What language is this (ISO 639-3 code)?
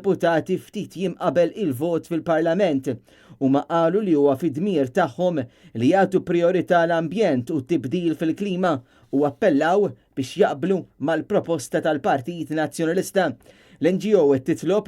mlt